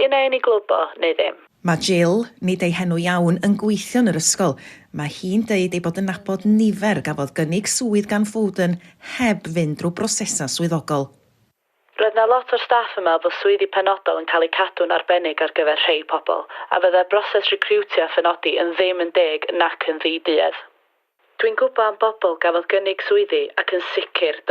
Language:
Welsh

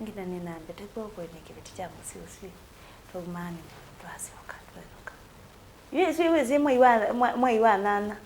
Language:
Kamba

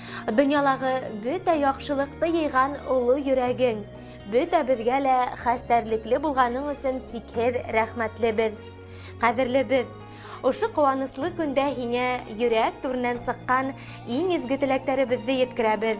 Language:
Bashkir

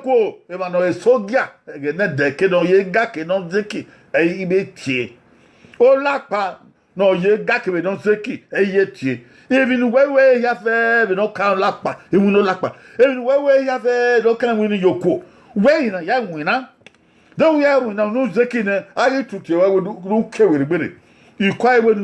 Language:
Bini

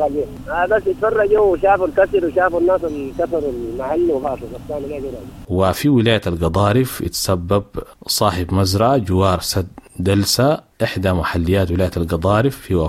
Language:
Sudanese Arabic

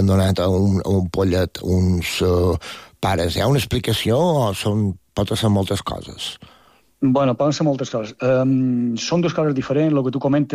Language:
Catalan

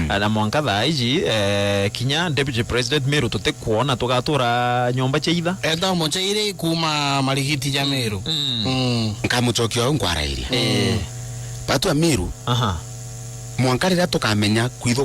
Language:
Meru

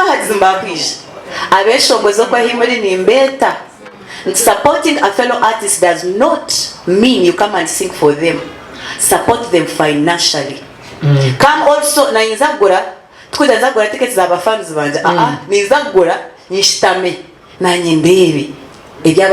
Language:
Nyankole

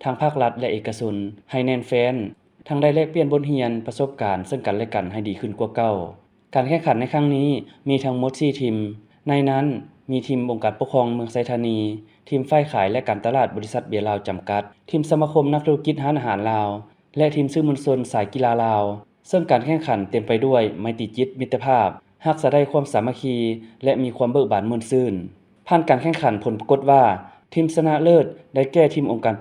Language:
Lao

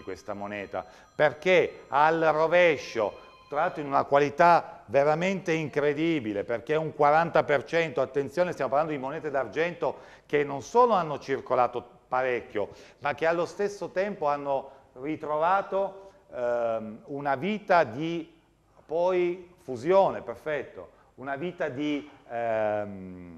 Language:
Italian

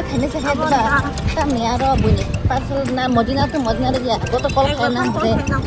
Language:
Kok Borok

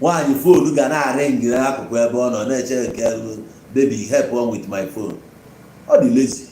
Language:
Igbo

